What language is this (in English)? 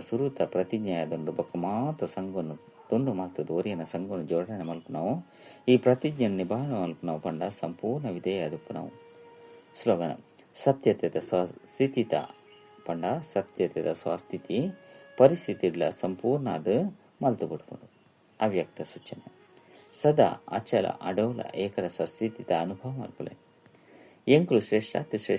Tulu